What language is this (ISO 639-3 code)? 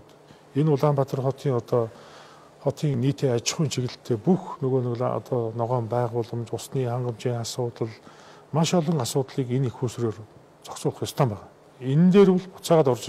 mon